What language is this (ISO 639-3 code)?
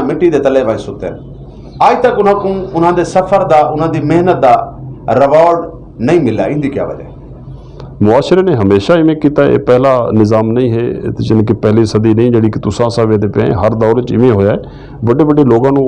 lah